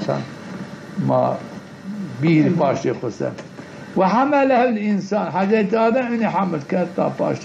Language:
Zaza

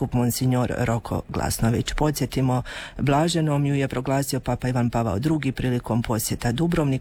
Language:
Croatian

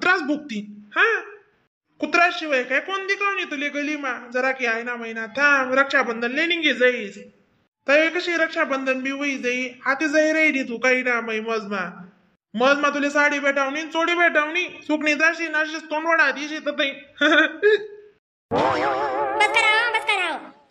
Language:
Khandesi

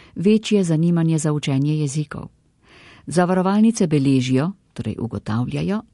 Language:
Slovenian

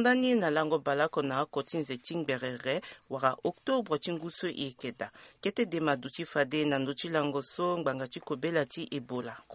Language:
Sango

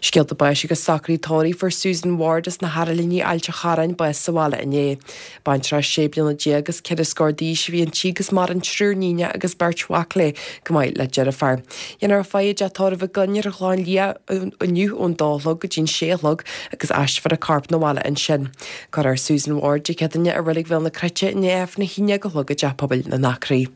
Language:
Irish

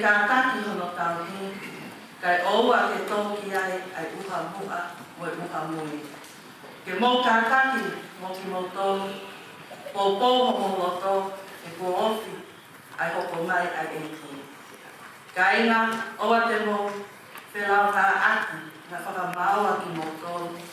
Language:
Tongan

